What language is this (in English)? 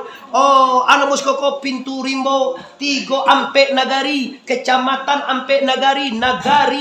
Minangkabau